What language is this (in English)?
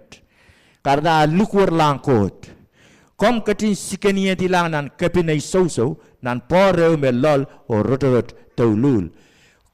Pohnpeian